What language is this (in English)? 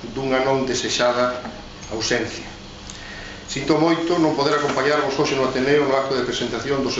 Galician